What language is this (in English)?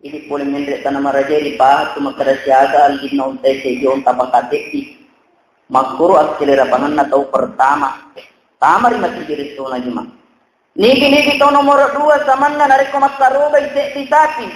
Buginese